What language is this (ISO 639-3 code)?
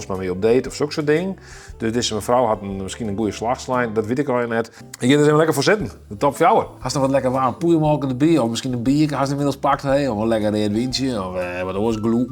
fry